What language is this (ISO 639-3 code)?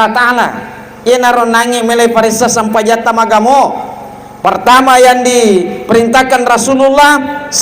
bug